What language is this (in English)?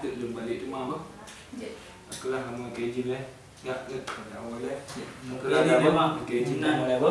Achinese